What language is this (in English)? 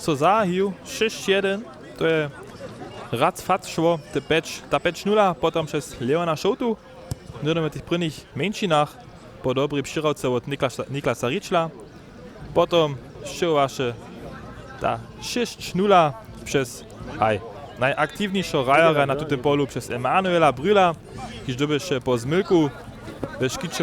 Upper Sorbian